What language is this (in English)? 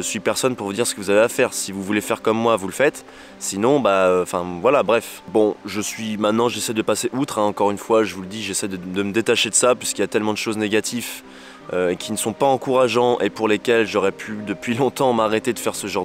French